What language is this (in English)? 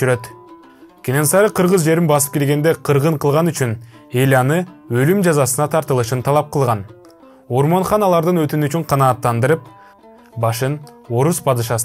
Kyrgyz